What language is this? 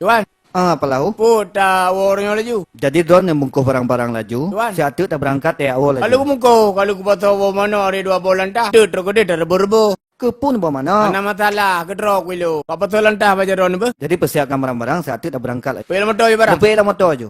Achinese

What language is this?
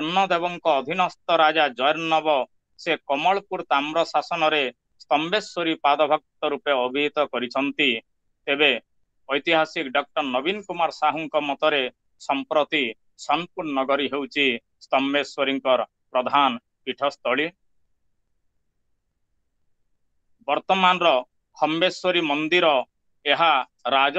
Odia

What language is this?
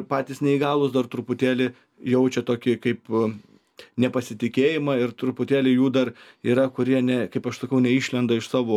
Lithuanian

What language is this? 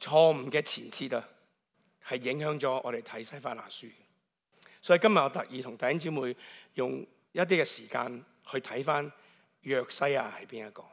Cantonese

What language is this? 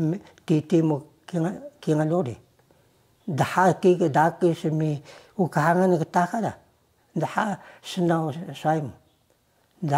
Taroko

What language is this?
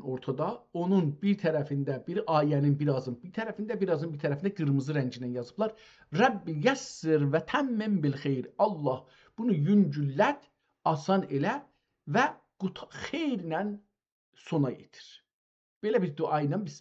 South Azerbaijani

